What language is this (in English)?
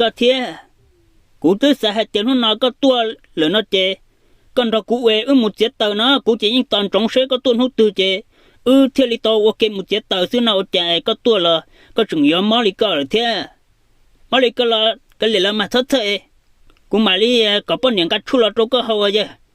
Hmong